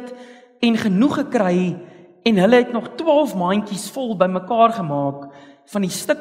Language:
Afrikaans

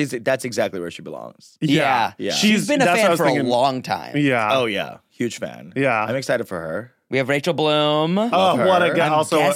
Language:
English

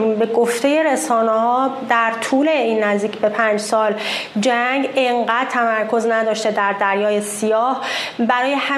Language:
Persian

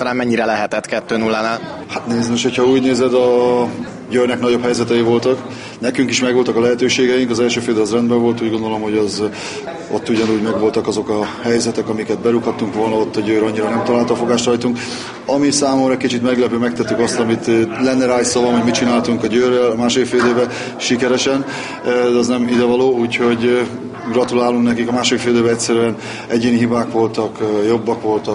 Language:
Hungarian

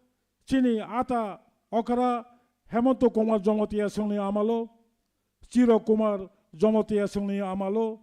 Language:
Kok Borok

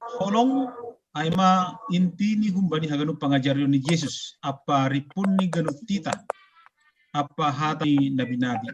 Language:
Batak Simalungun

